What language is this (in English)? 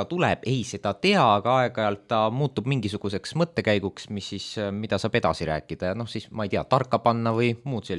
Estonian